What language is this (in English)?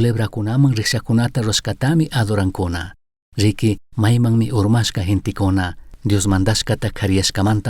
Chimborazo Highland Quichua